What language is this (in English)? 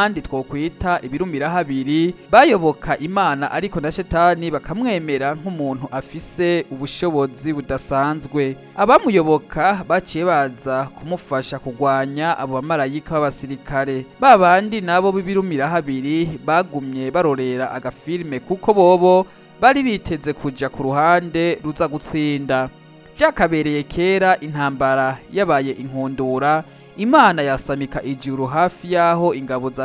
Rundi